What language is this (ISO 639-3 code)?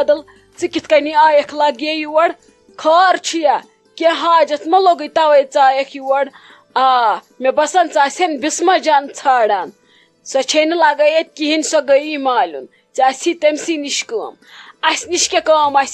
kas